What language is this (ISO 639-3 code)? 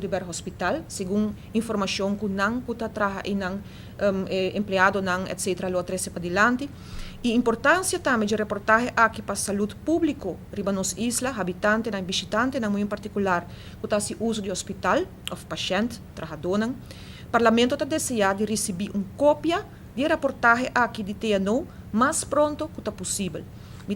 pap